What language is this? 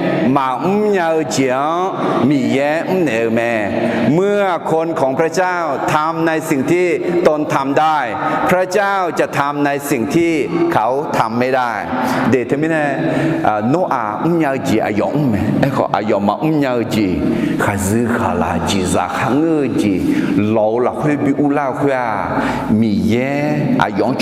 Akha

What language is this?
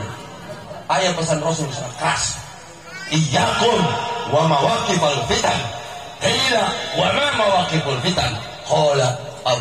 Sundanese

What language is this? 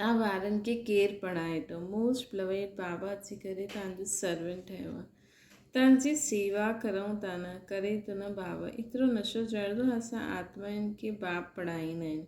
Sindhi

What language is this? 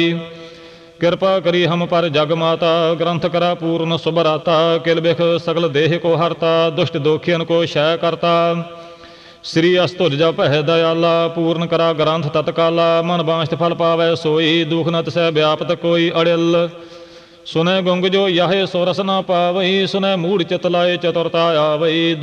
Punjabi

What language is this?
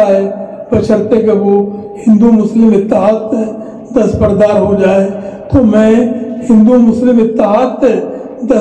Urdu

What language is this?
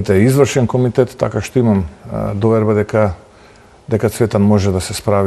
Macedonian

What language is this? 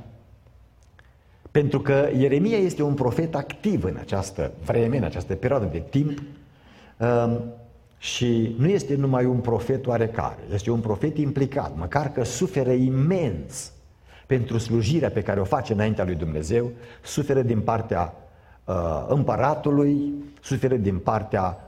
Romanian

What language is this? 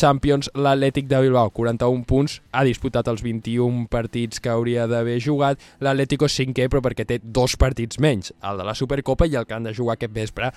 Catalan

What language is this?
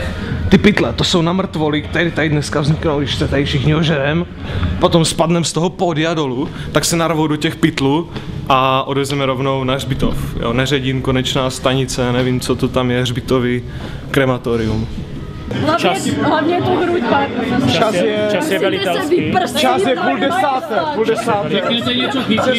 Czech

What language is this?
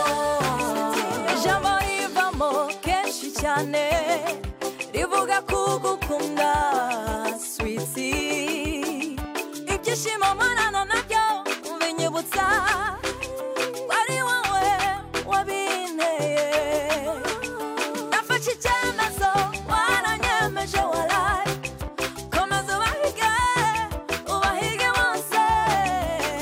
Kinyarwanda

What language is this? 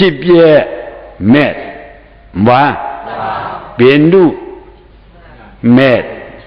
Shan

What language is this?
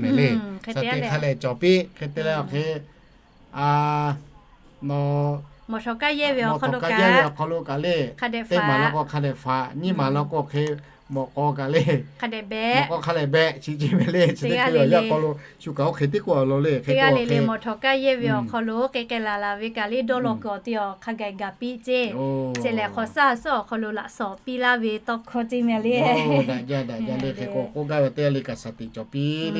Lahu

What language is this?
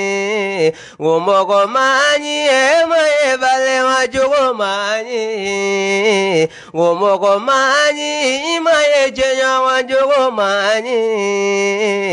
Bambara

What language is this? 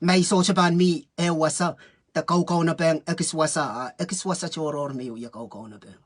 Pohnpeian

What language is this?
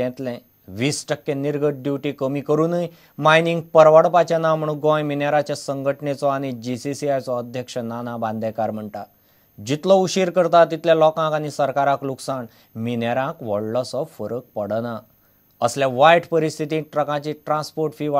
Konkani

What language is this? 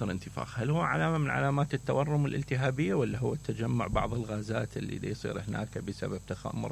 Mesopotamian Arabic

